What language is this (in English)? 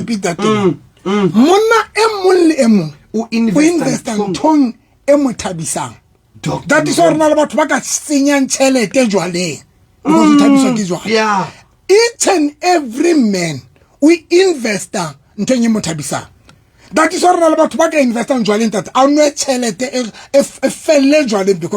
Southern Sotho